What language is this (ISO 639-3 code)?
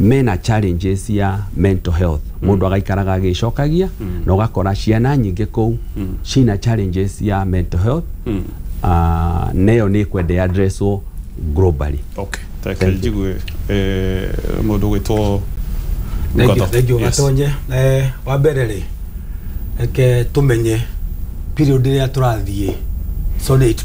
kik